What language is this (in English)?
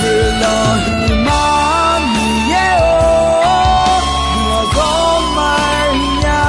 Akha